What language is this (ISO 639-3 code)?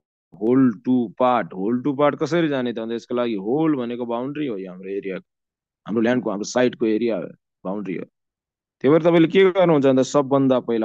nep